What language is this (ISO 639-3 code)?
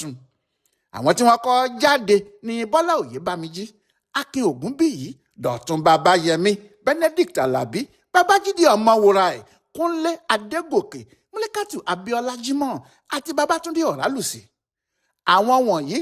yor